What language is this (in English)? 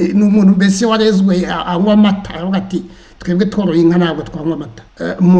Kinyarwanda